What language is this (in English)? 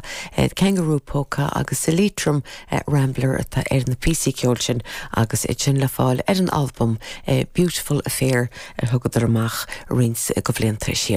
Irish